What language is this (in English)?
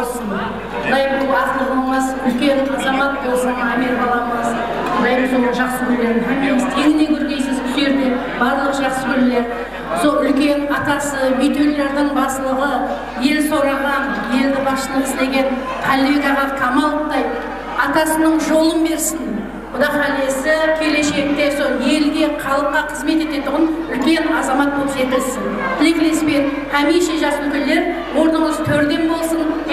Kara-Kalpak